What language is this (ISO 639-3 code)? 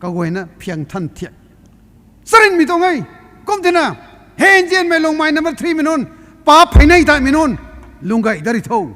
nbu